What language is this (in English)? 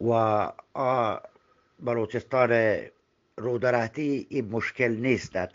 Eastern Balochi